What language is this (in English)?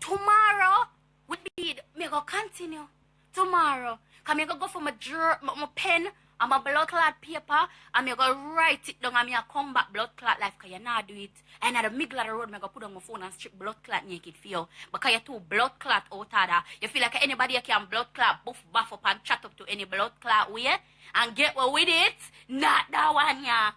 Jamaican Creole English